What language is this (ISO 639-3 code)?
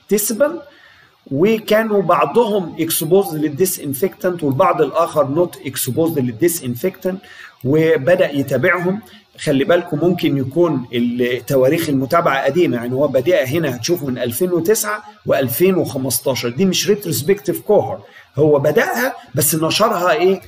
arz